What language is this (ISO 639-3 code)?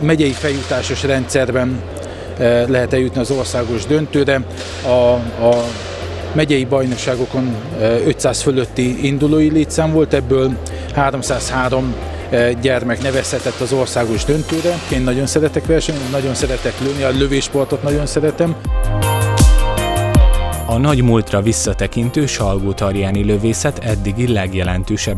hun